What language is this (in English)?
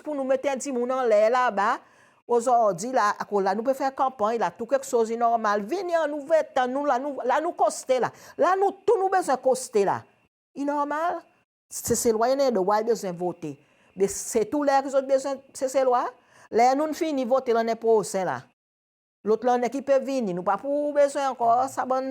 Seselwa Creole French